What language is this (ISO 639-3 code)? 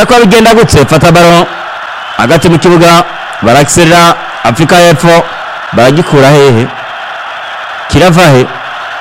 run